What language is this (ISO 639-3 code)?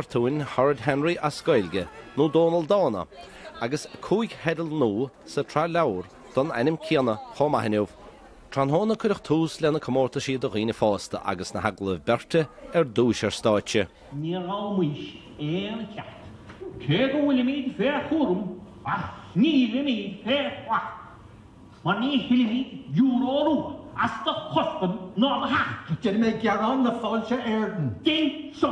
gle